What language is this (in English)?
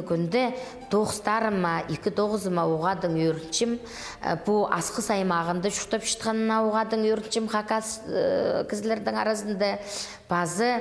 Khakas